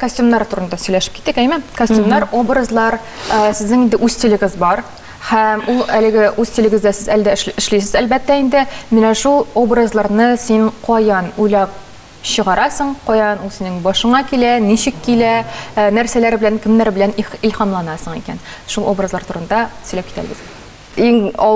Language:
Tatar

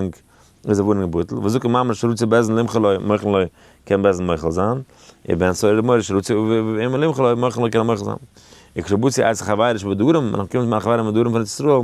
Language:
Yiddish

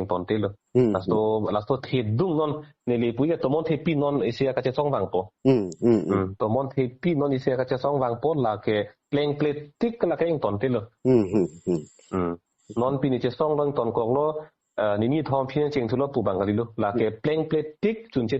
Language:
Karbi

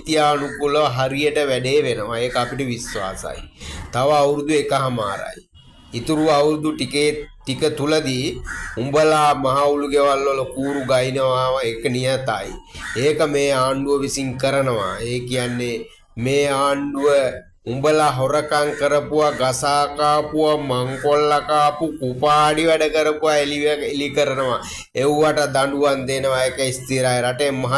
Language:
Sinhala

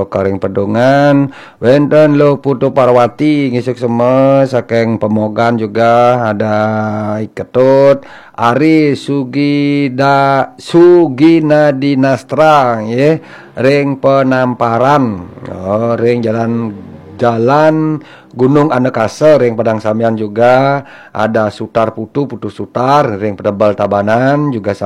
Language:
Balinese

